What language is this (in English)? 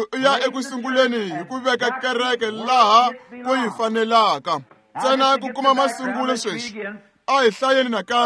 Tsonga